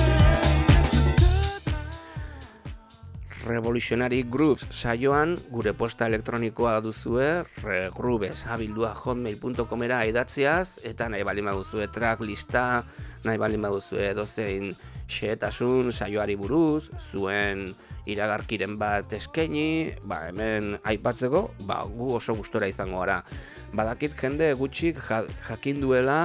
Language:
Basque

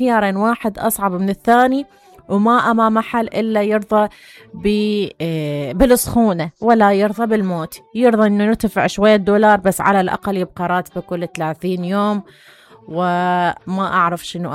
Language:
Mesopotamian Arabic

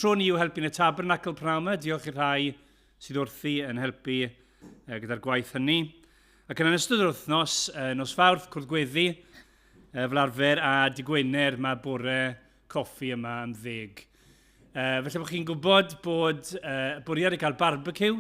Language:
Welsh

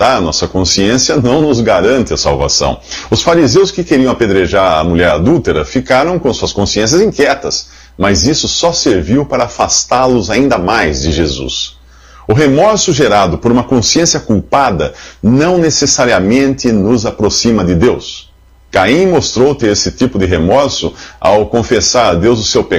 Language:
Portuguese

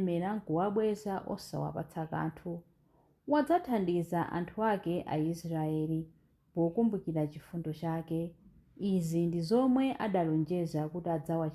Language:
Nyanja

